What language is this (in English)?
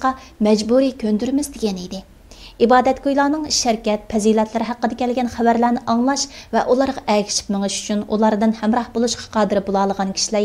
Uyghur